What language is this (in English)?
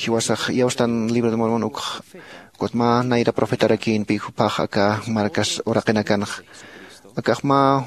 Aymara